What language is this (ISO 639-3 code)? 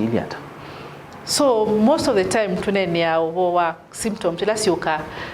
kam